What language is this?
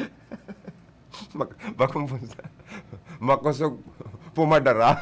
Bikol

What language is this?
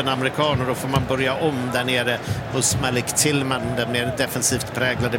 Swedish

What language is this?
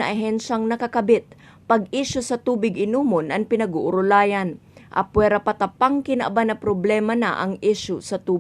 Bikol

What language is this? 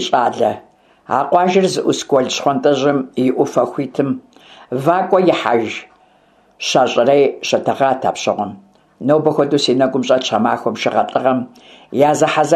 Kabardian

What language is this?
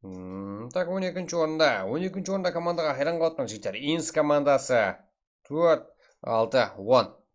Kara-Kalpak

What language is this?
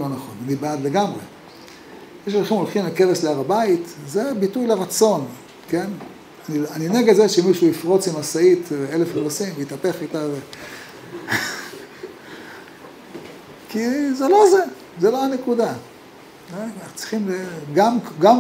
Hebrew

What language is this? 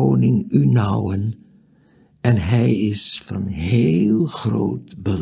Dutch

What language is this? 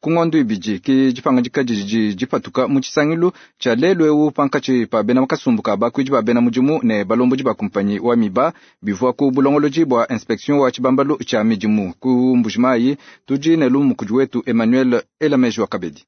Luba-Lulua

